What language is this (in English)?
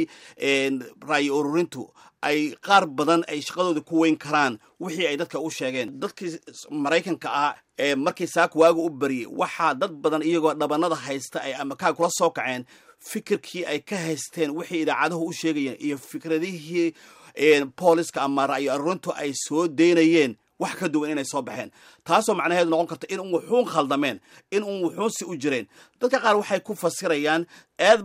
Somali